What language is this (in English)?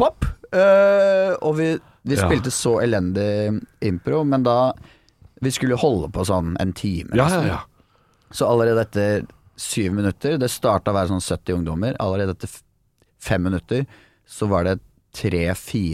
Norwegian